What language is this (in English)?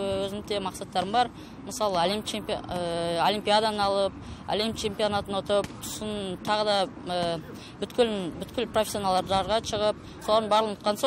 Kazakh